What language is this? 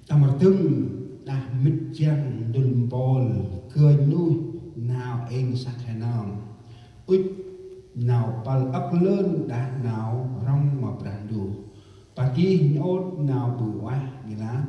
Central Mnong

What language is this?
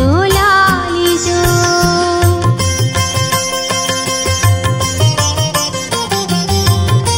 Telugu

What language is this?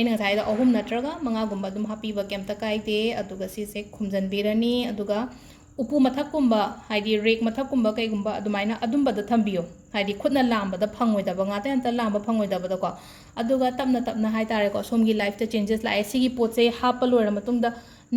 Manipuri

